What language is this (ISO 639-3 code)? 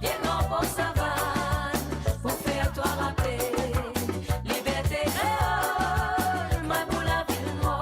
mfe